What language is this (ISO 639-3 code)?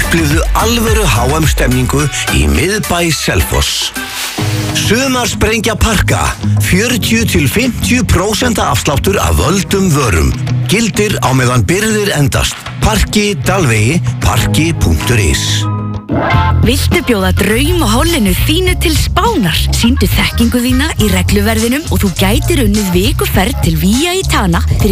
isl